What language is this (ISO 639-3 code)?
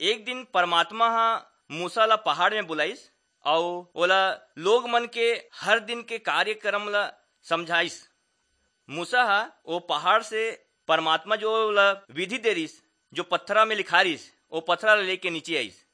hne